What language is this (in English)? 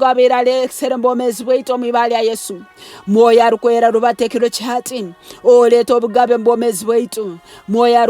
Nyankole